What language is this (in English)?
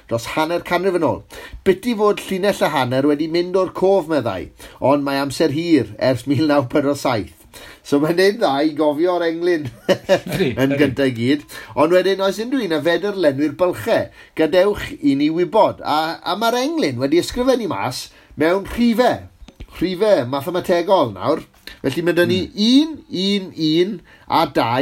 Welsh